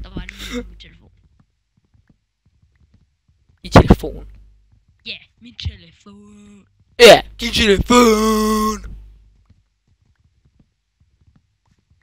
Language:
Danish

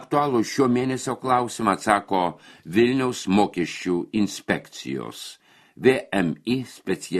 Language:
Lithuanian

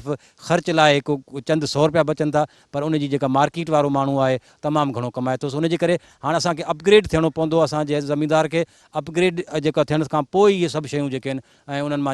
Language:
Sindhi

